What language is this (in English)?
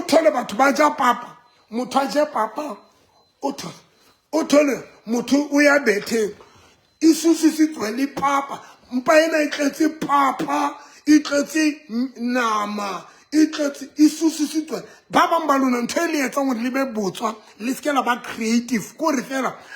Southern Sotho